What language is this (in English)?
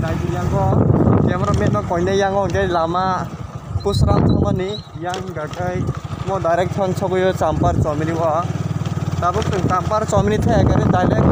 Kok Borok